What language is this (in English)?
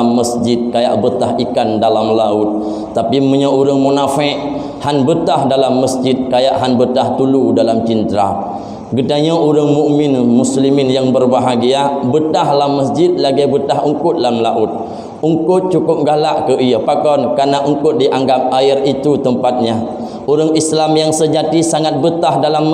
Achinese